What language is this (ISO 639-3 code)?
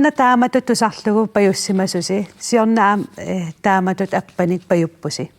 kal